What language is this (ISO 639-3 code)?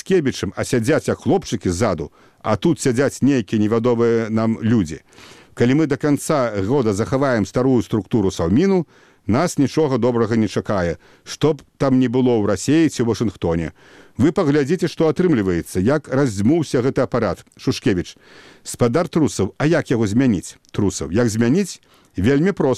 bel